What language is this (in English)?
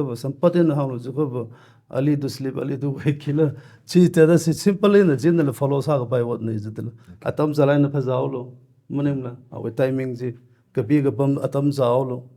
Tangkhul Naga (India)